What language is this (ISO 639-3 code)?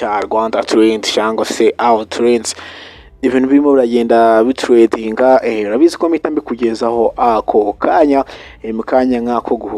kin